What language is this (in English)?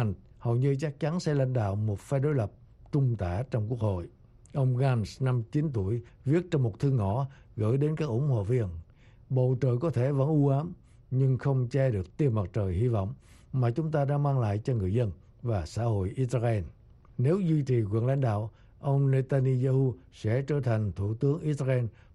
Vietnamese